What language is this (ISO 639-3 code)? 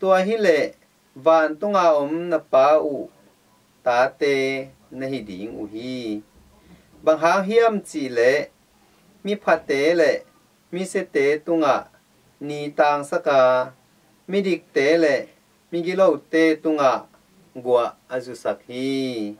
ctd